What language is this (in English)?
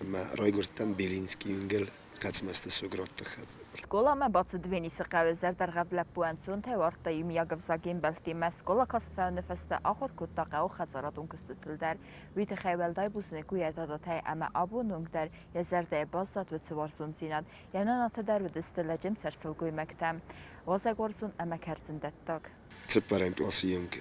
Ossetic